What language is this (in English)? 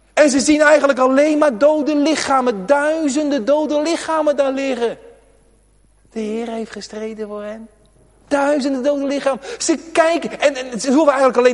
Dutch